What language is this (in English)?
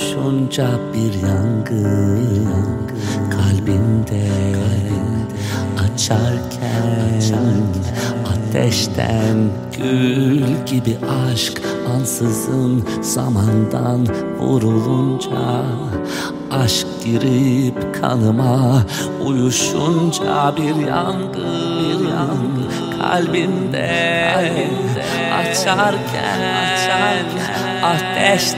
Turkish